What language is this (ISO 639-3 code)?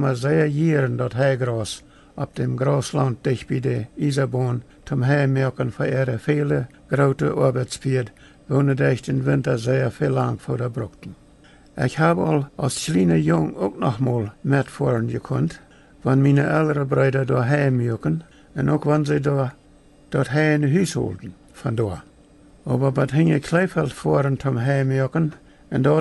pdt